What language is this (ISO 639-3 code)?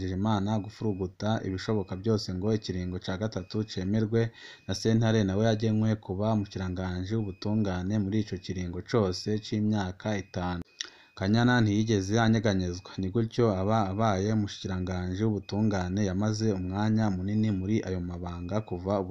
run